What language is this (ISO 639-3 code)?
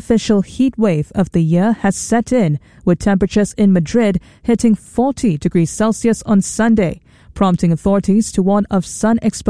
eng